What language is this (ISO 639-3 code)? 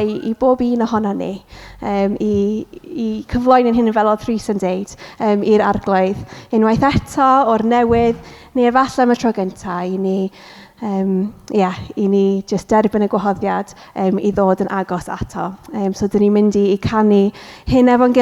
cym